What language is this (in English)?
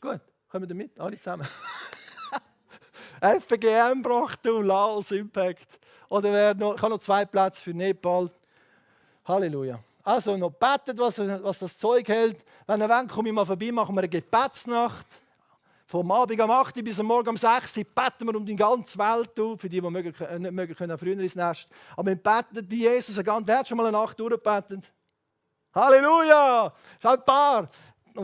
Swiss German